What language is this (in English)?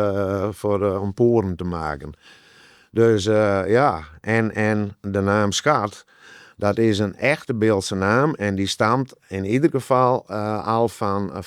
Western Frisian